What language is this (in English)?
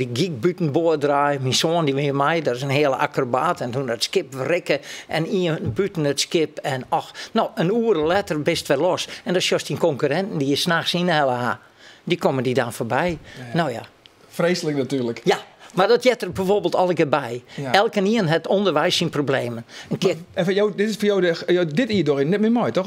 Western Frisian